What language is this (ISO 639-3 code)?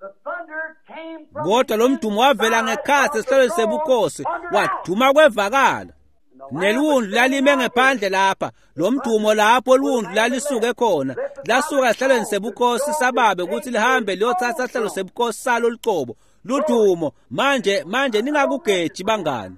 ssw